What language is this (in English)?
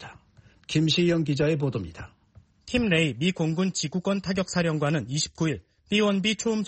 Korean